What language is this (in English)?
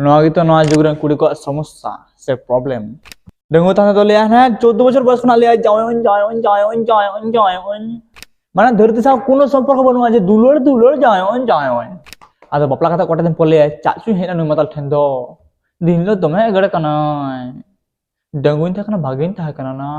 Santali